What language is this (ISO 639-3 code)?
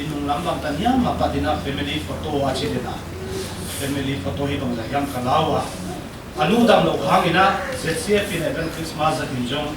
pck